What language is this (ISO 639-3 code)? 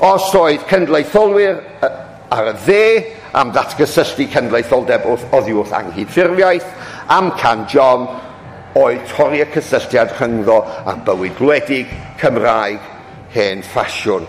cym